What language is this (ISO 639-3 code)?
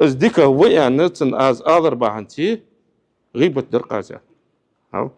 inh